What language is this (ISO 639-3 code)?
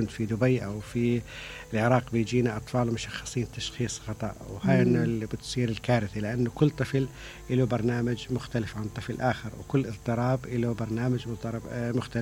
acm